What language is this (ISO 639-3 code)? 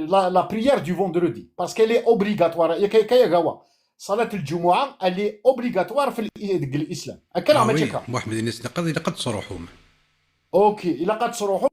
kab